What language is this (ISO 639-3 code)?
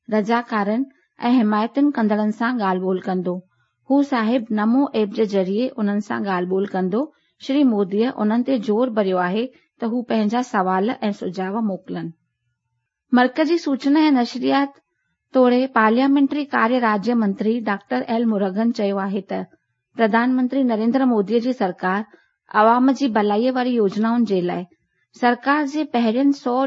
snd